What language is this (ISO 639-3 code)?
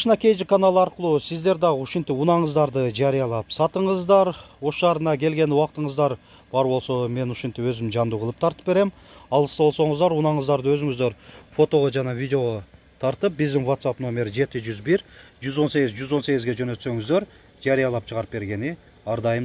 kir